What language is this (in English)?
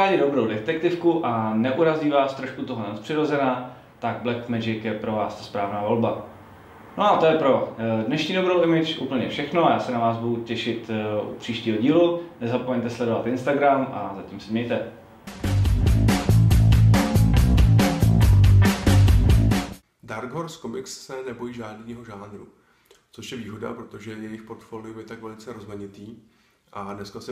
Czech